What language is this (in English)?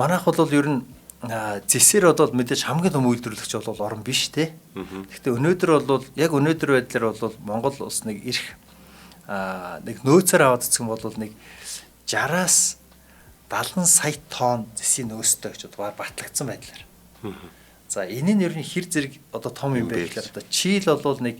Mongolian